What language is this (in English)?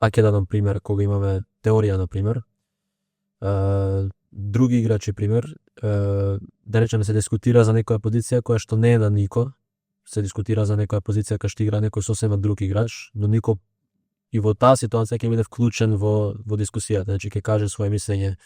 Macedonian